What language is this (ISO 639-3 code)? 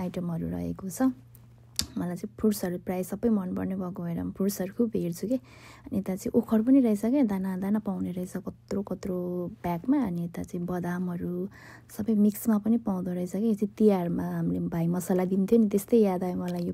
nep